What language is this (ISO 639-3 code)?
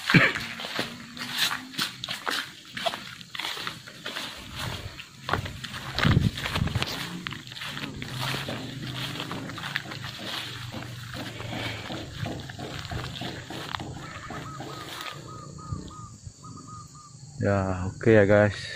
ind